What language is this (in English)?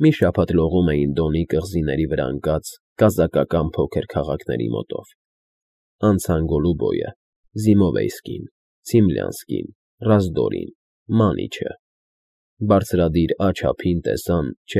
Armenian